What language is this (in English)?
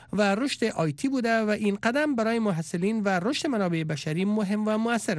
Persian